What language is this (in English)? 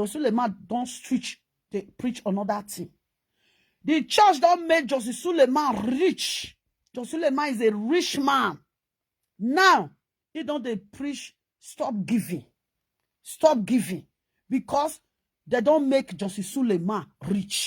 Nigerian Pidgin